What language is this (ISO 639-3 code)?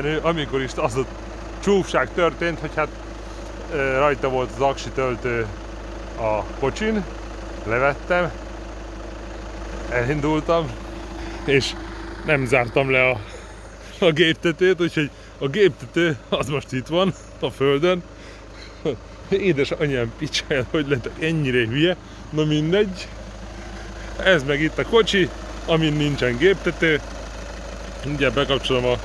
hun